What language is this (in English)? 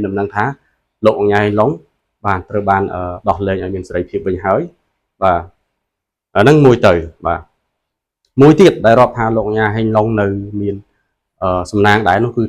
Khmer